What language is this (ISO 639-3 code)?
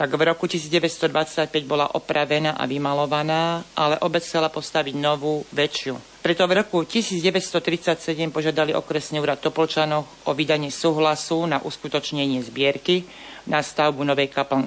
slk